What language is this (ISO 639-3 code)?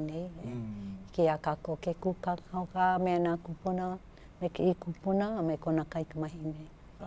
haw